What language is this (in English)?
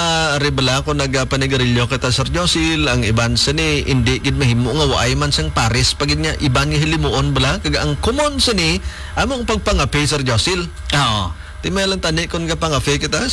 Hiligaynon